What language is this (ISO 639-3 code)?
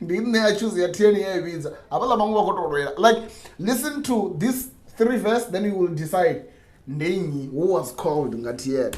ven